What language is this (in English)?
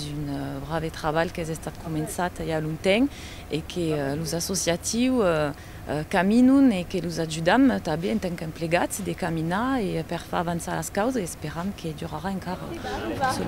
Occitan